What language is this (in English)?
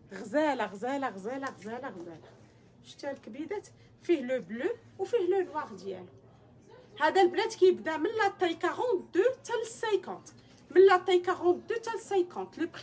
Moroccan Arabic